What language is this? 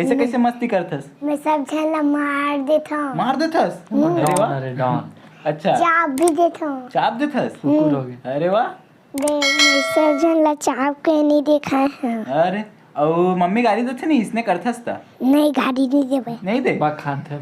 Chhattisgarhi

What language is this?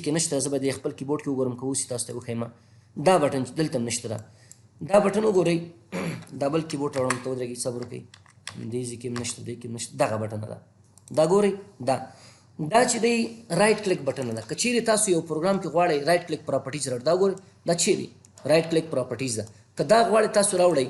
Pashto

